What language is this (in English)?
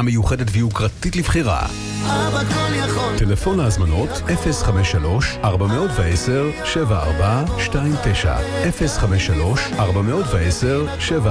Hebrew